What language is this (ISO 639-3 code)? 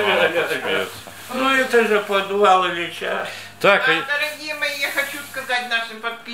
rus